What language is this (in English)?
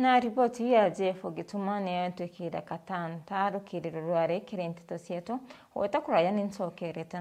Meru